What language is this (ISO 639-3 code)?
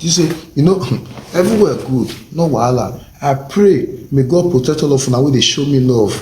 pcm